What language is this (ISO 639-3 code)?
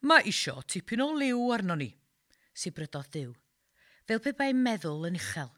cym